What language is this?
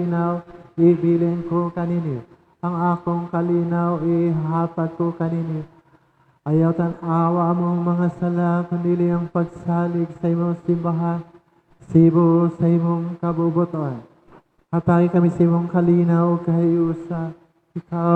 Cebuano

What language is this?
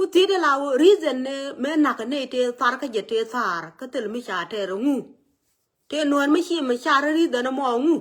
Nuer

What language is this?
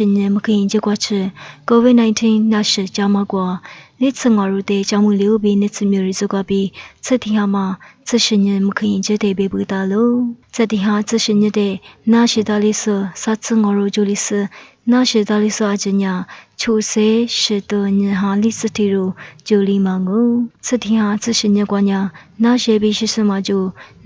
Lisu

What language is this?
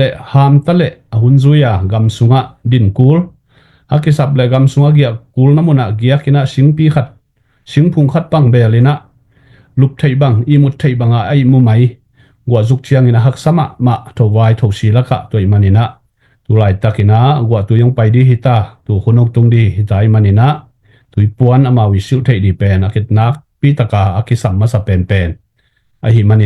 Tedim Chin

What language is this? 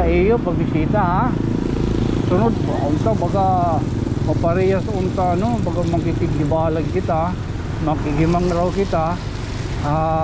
Waray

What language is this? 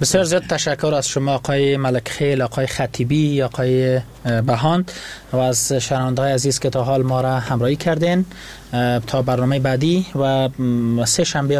Persian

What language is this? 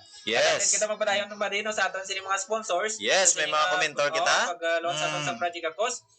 Hiligaynon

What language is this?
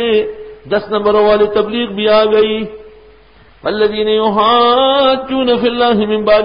Urdu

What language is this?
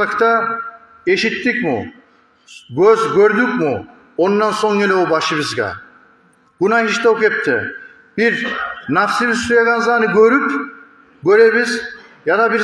Kumyk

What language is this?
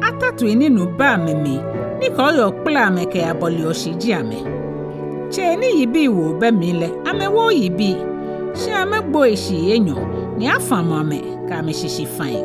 Ga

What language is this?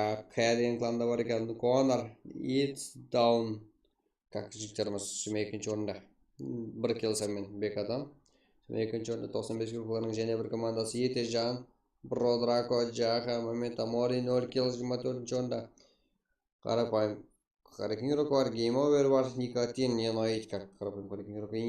Kara-Kalpak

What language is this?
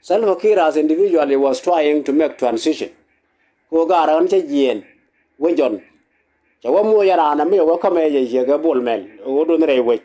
Nuer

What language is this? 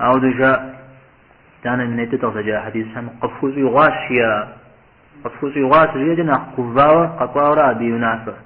Kabardian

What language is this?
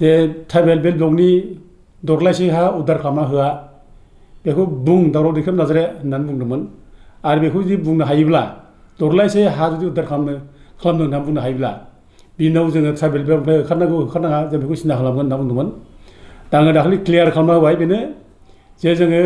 Bodo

